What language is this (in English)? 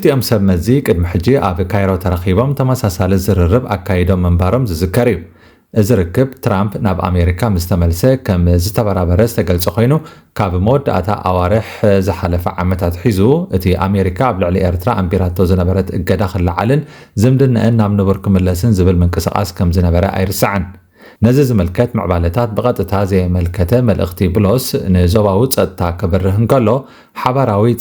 Tigrinya